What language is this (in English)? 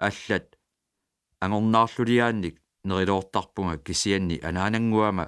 Kalaallisut